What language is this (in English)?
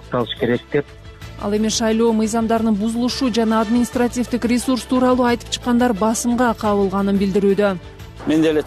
Kyrgyz